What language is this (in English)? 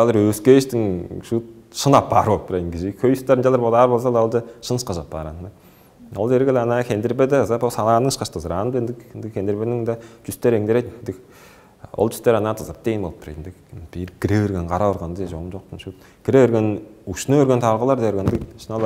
Tuvinian